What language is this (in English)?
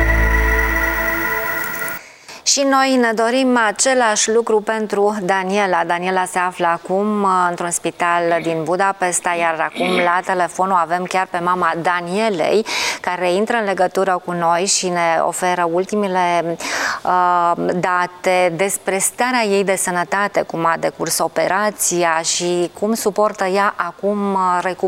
Romanian